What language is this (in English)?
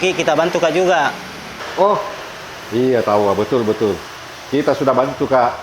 Makassar Malay